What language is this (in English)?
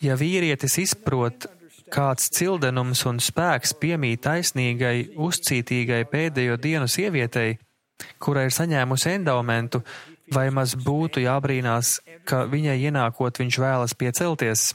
Latvian